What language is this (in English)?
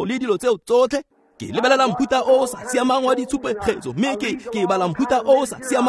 Tswana